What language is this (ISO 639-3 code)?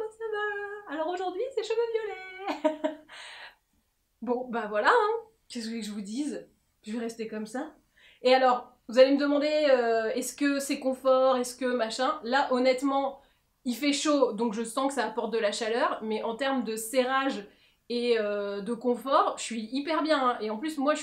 fra